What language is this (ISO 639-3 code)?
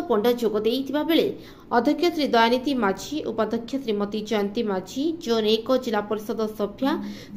ori